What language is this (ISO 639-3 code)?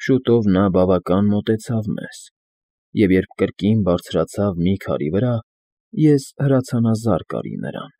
hye